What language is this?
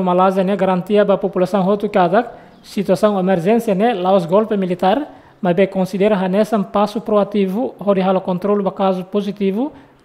Tetum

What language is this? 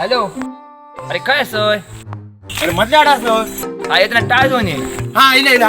Konkani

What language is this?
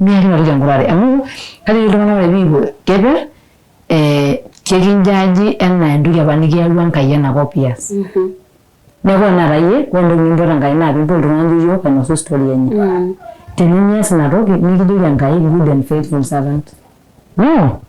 Masai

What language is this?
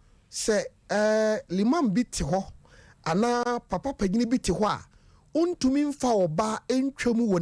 Akan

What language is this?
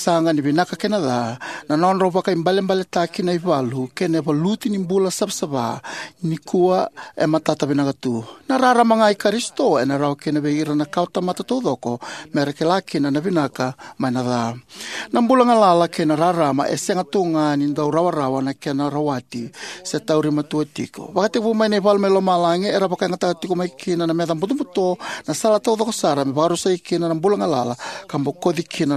Fijian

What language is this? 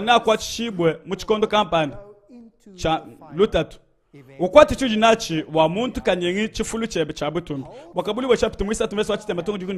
Luba-Lulua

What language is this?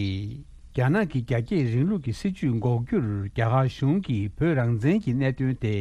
Tibetan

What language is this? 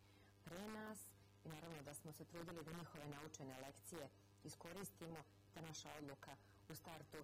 Serbian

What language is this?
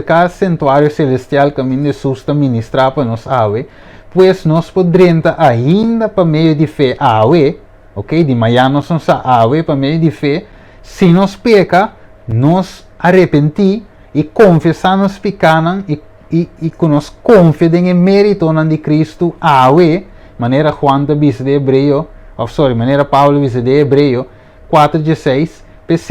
Papiamento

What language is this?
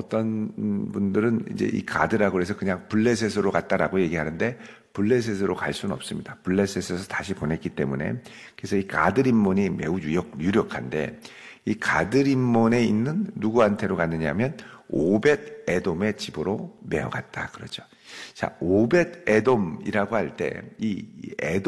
Korean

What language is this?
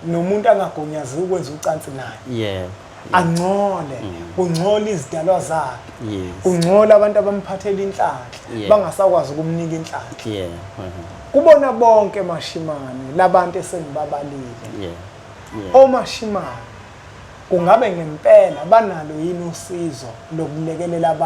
Zulu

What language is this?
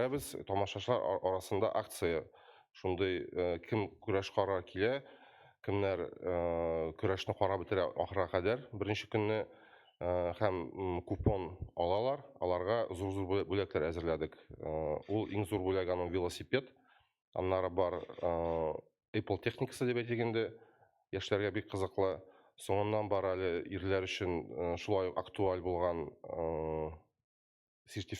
Tatar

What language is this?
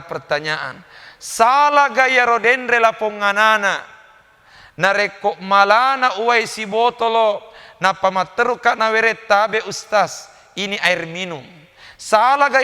Buginese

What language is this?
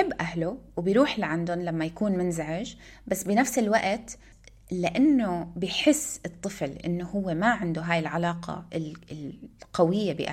North Levantine Arabic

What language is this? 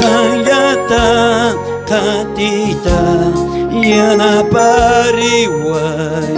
South Bolivian Quechua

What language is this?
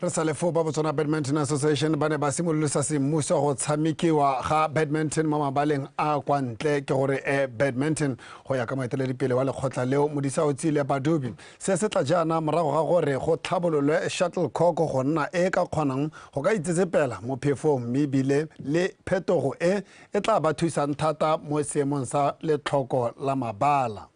Tswana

